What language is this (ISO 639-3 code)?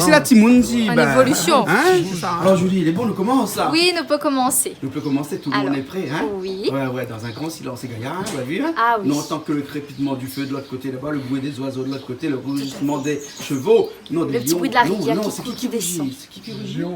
rcf